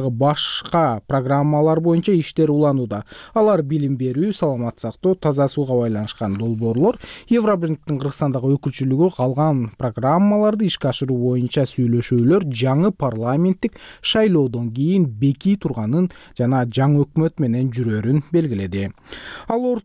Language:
Kyrgyz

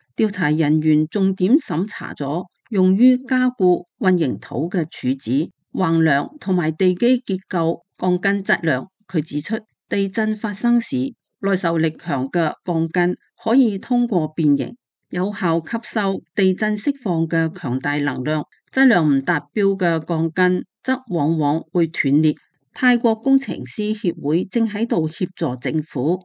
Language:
Cantonese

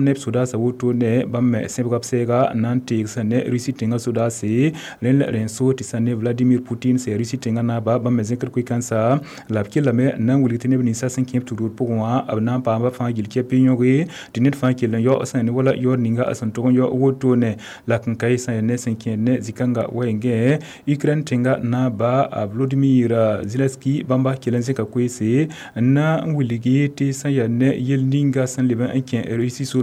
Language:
Mossi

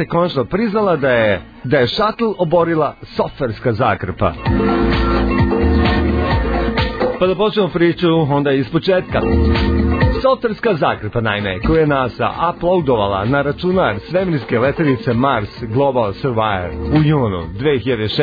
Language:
Serbian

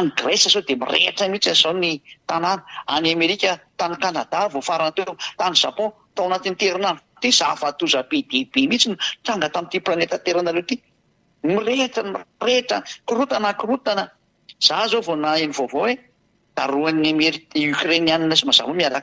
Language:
Malagasy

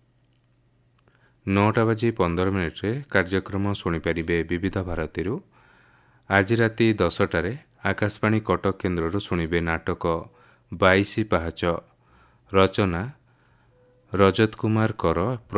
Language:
Odia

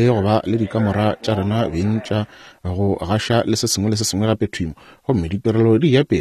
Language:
Northern Sotho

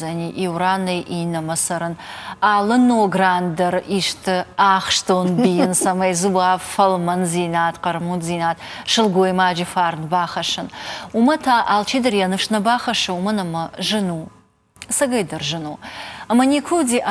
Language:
Ossetic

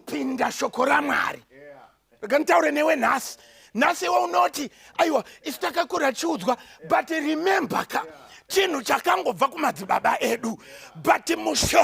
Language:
Shona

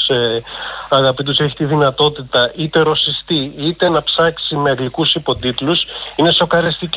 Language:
Greek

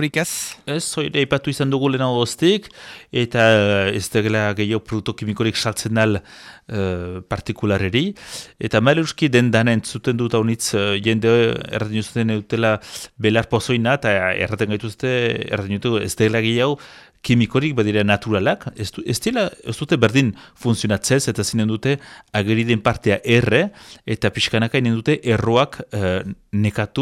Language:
Basque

